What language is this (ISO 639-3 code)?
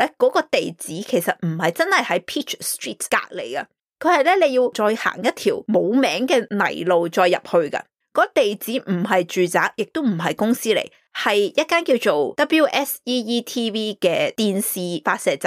yue